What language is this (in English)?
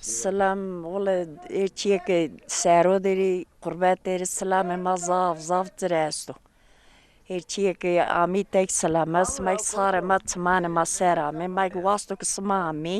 Zaza